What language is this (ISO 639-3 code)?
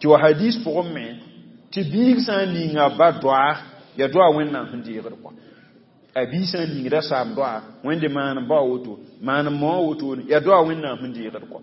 mos